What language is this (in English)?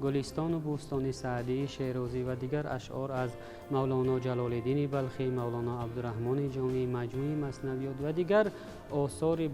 Tajik